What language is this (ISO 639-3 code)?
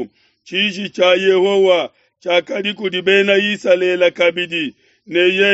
lua